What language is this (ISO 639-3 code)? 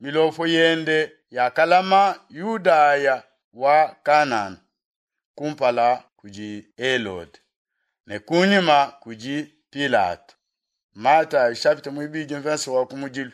lua